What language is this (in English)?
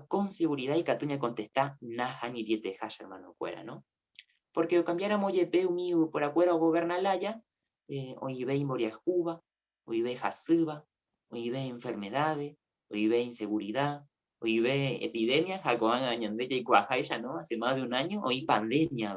Guarani